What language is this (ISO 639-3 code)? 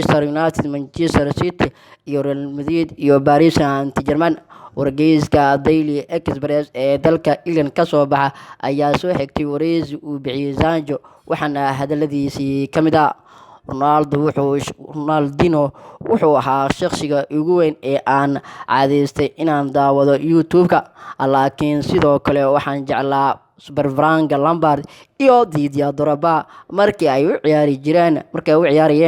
som